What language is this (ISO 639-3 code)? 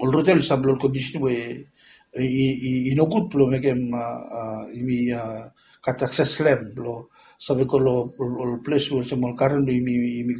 bis